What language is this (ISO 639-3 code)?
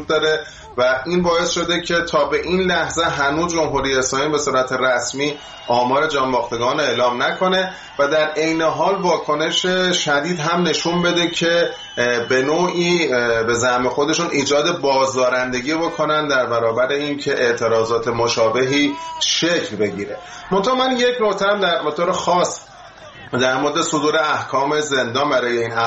fas